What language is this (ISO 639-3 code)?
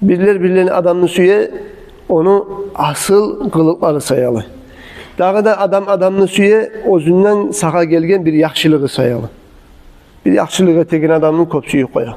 kum